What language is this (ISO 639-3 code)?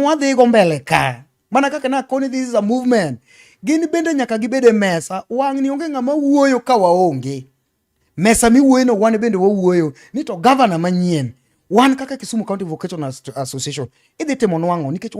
luo